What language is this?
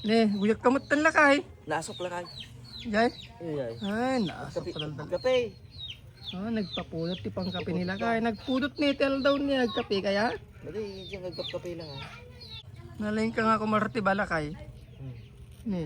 Iloko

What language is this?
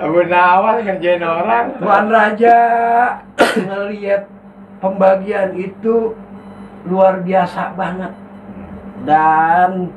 Betawi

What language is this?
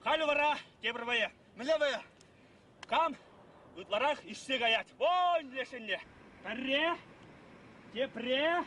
Chuvash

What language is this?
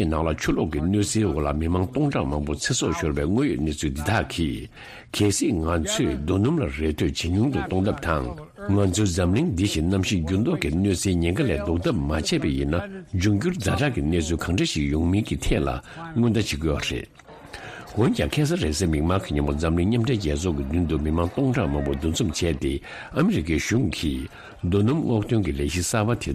Tibetan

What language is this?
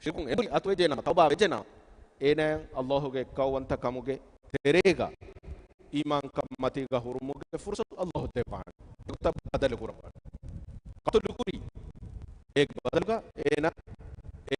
Divehi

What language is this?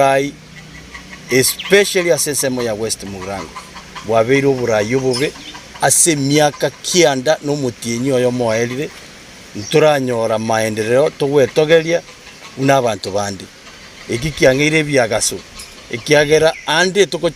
Gusii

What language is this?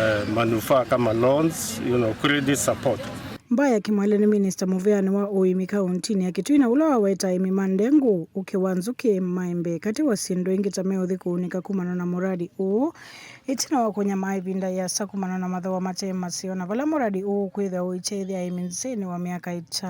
Kamba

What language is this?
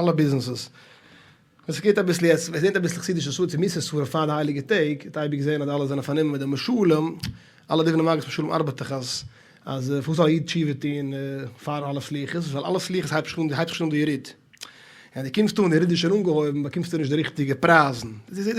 Yiddish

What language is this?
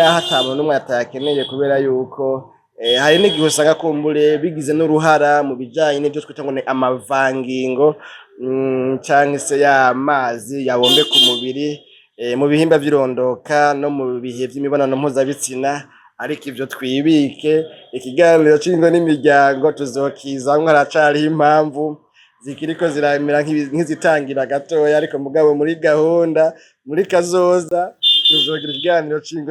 Rundi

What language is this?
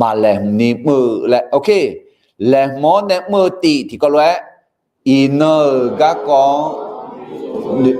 Akha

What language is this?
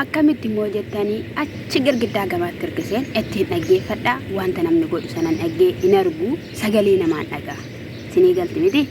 Oromo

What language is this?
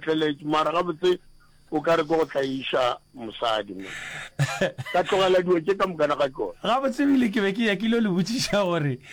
Northern Sotho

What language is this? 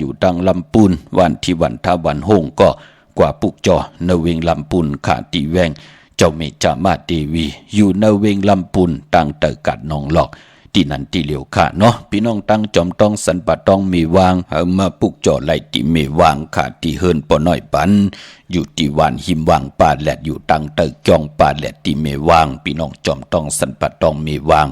Shan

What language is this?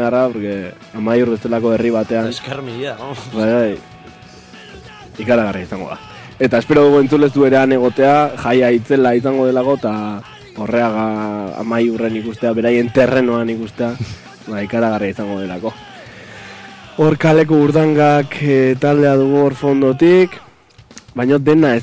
Basque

